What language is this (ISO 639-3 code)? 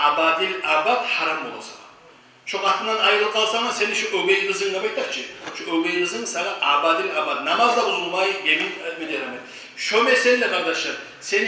kum